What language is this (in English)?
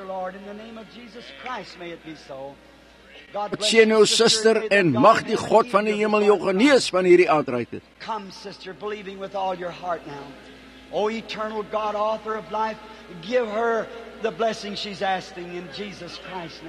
Afrikaans